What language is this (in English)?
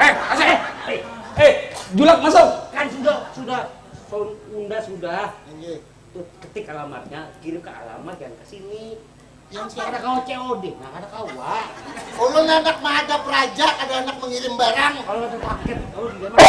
Banjar